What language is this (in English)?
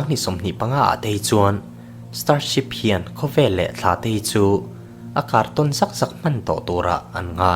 Mizo